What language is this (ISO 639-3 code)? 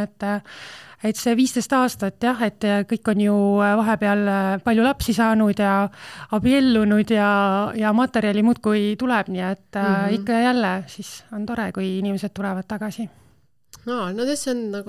est